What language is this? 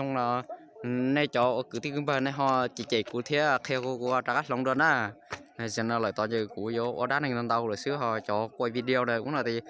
Hmong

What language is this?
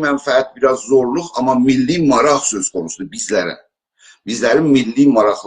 South Azerbaijani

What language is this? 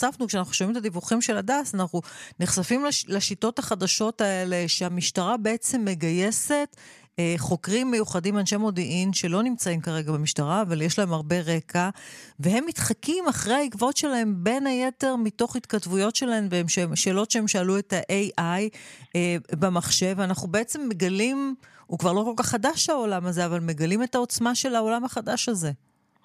Hebrew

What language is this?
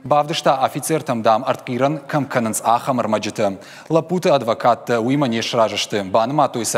Ossetic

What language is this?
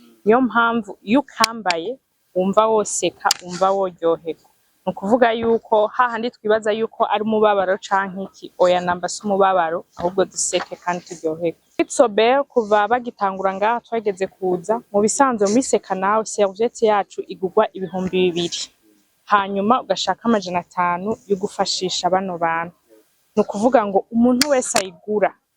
Rundi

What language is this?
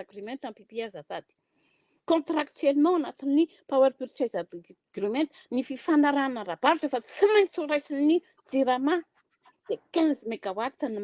Malagasy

